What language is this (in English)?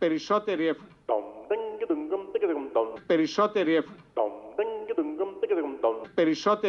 Greek